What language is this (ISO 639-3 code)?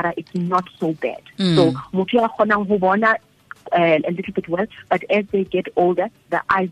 tsn